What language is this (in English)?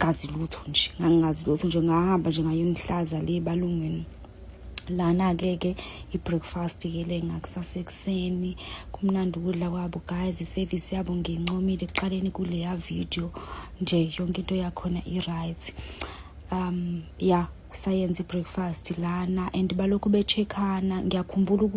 Zulu